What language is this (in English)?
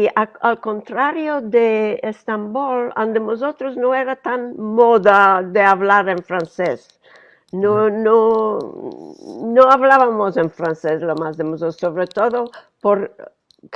Ladino